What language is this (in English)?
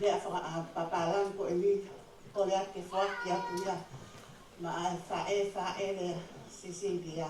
Tongan